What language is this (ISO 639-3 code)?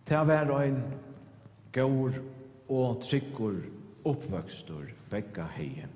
fao